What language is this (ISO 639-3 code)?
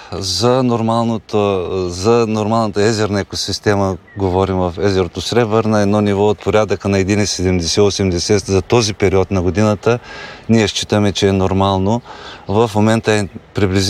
bul